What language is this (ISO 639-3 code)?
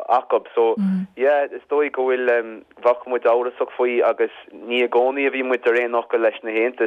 gle